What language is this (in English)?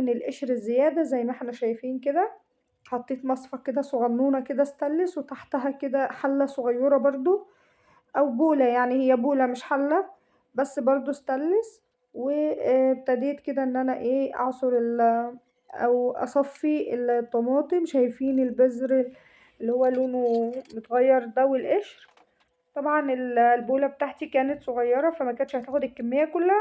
Egyptian Arabic